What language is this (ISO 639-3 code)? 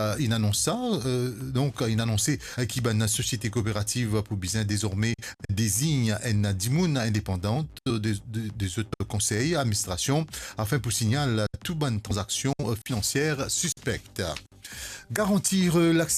mfe